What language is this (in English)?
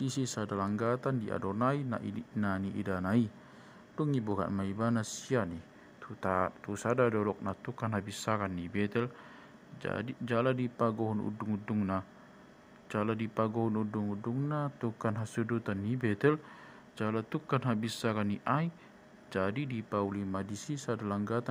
Batak Toba